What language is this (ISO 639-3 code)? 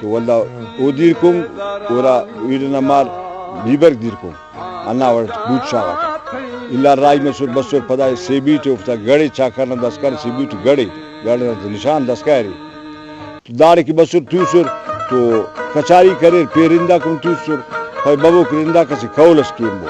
brh